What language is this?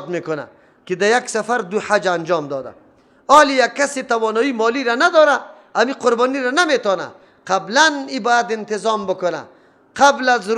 Persian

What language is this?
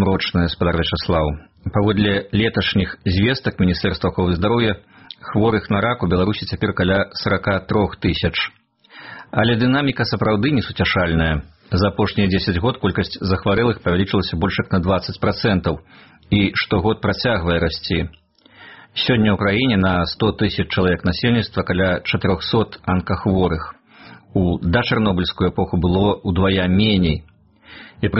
Belarusian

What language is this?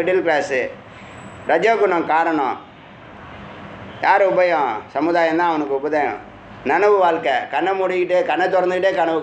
Tamil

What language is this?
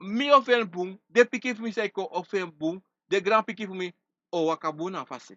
Sranan Tongo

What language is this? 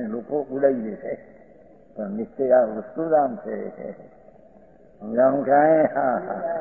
Gujarati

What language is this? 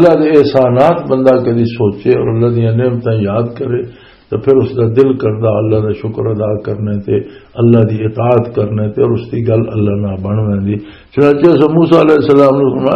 Western Panjabi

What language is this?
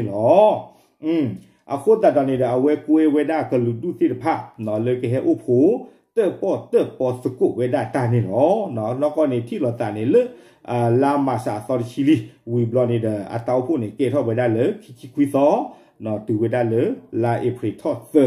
S'gaw Karen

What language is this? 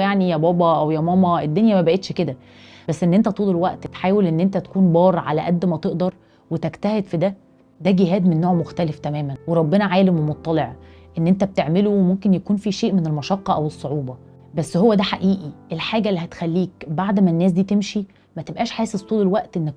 Egyptian Arabic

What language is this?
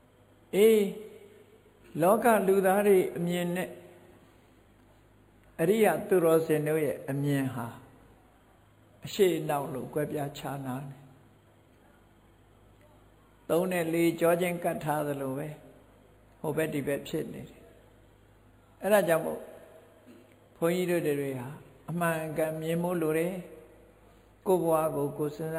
Burmese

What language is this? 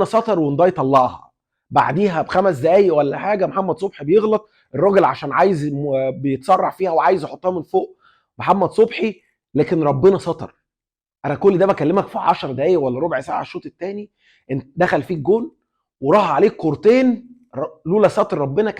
Egyptian Arabic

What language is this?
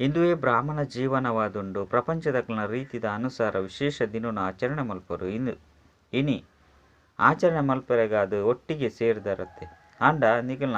Tulu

